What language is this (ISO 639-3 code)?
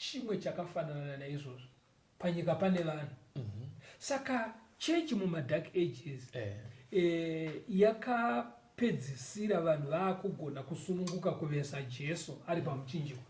sna